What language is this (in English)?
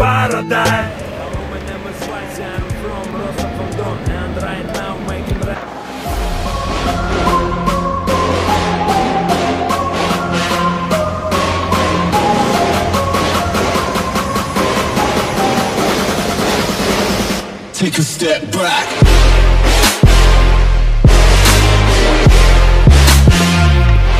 Slovak